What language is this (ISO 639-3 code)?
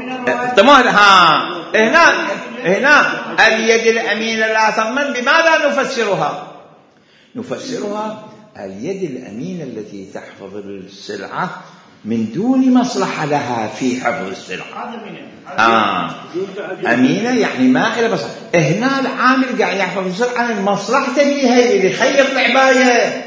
acm